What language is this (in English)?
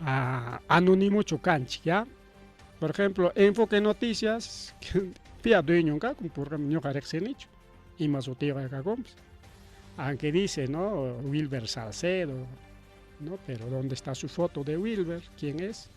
Ayacucho Quechua